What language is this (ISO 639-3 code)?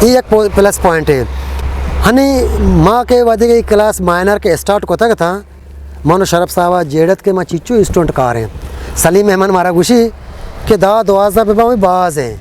bgp